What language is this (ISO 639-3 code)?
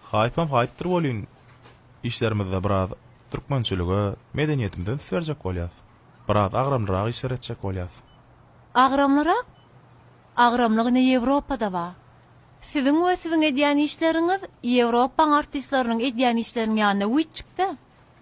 tuk